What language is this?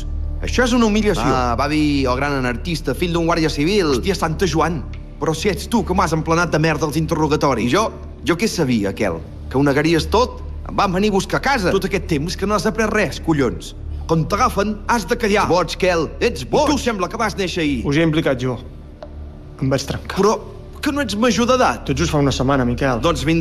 Catalan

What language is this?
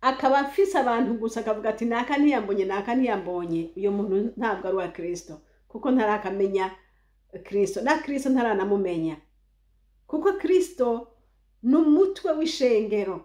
Rundi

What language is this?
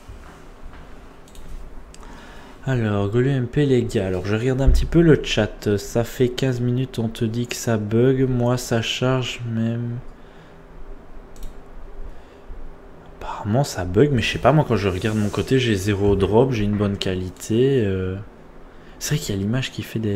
French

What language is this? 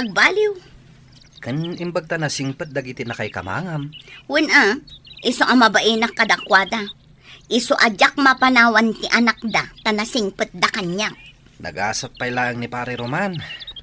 Iloko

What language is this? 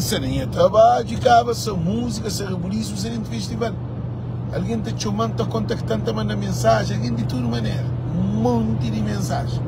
Kabuverdianu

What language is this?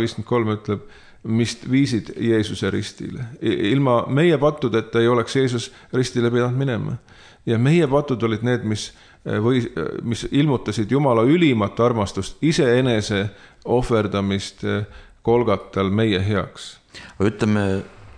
Estonian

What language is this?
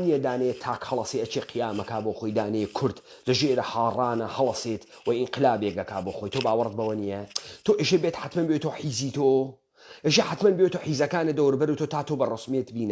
Central Kurdish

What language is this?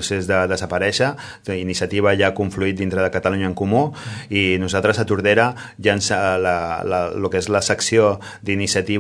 Catalan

